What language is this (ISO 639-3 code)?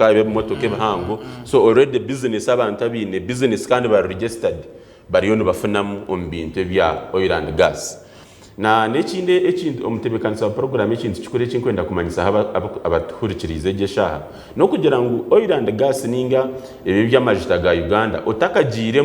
nyn